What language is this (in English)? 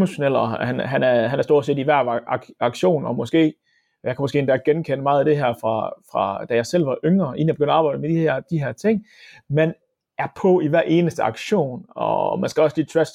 Danish